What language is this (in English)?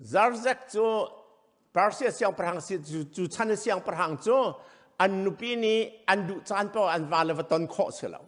Hakha Chin